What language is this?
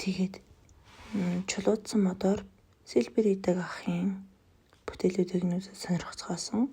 Mongolian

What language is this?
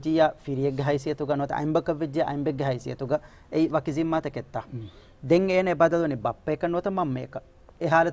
Divehi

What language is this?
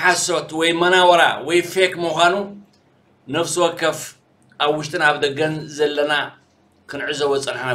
Tigrinya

